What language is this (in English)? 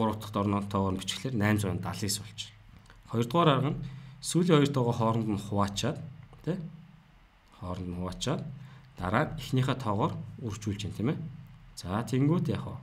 Mongolian